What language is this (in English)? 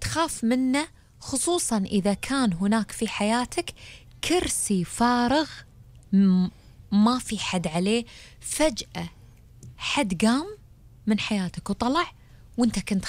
Gulf Arabic